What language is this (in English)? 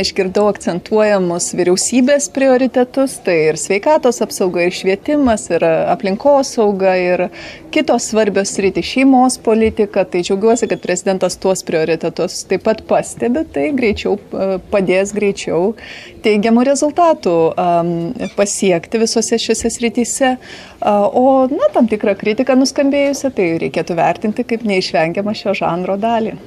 Lithuanian